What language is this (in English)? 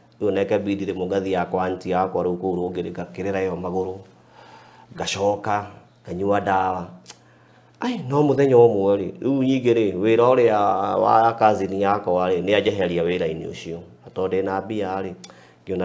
Kikuyu